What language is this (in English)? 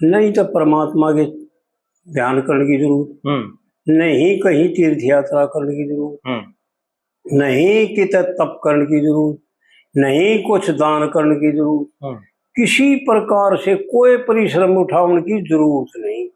Haryanvi